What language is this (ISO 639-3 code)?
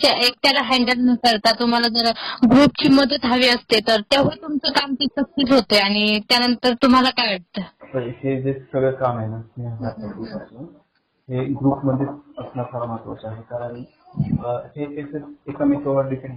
mar